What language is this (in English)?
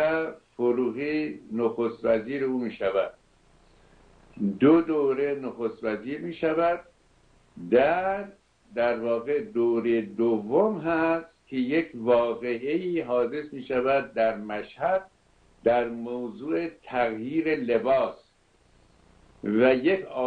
Persian